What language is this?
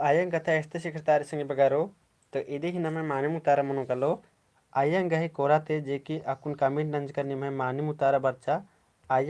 Kurukh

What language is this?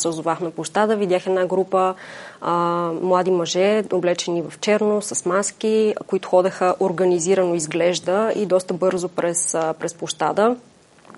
Bulgarian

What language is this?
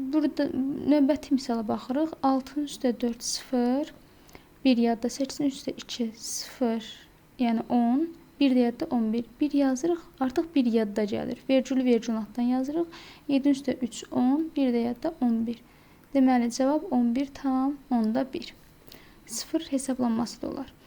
Azerbaijani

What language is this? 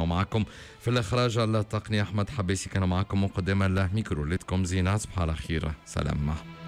Tunisian Arabic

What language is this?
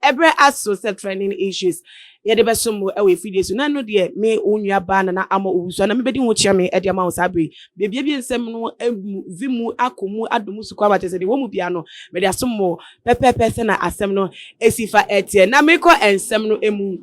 Akan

